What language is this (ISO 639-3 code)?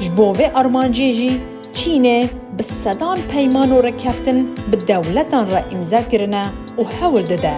kur